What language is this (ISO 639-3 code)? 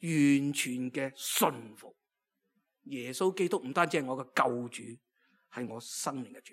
yue